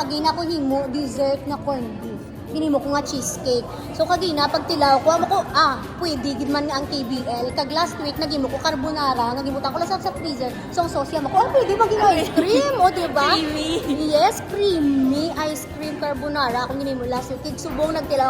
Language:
Hiligaynon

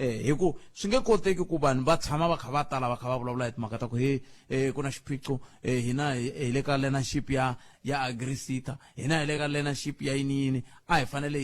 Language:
Tsonga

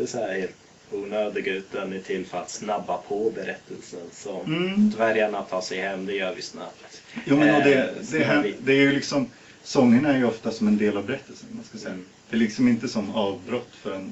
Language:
Swedish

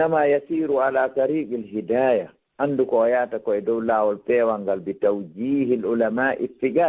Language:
Fula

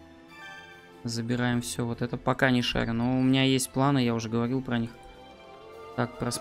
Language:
Russian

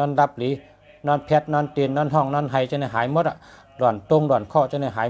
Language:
Shan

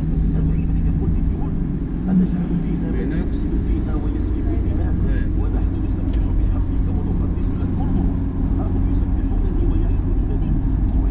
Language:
Moroccan Arabic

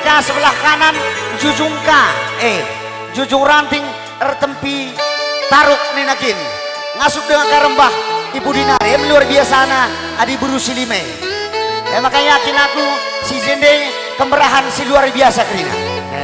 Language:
Batak Karo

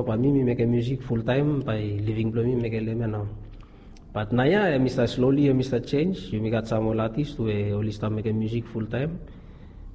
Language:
Bislama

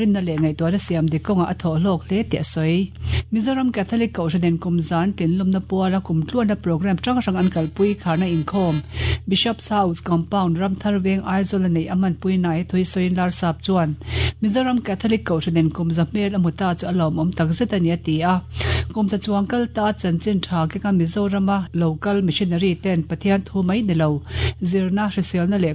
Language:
Mizo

